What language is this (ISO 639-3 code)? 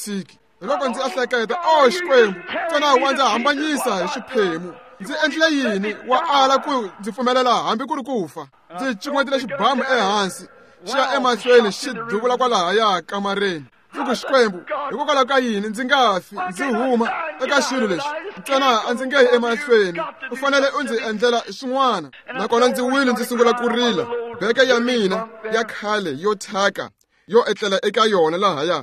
tso